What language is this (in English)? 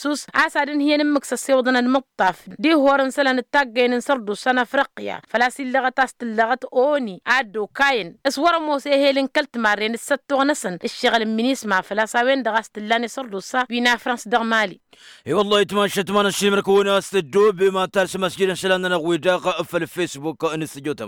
Tamasheq